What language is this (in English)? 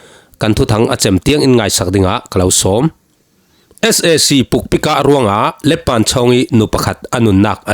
Falam Chin